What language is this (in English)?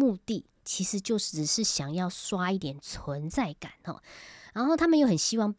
Chinese